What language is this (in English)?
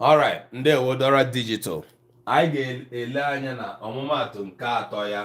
Igbo